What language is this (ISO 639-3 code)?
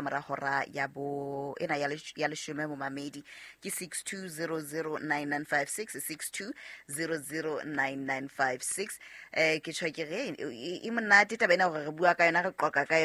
sot